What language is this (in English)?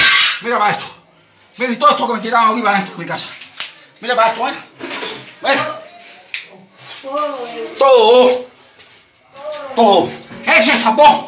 Spanish